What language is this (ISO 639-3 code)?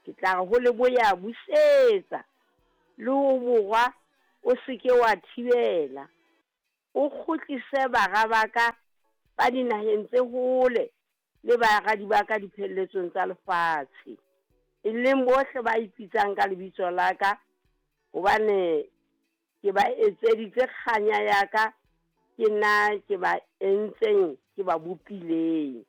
sot